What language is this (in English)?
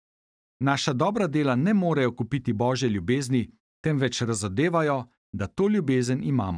Slovenian